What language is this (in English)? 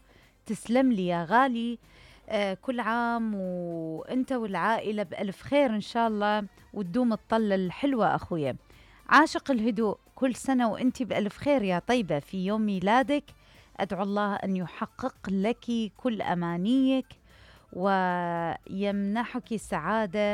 Mesopotamian Arabic